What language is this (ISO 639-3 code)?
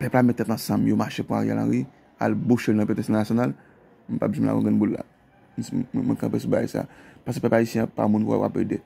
hat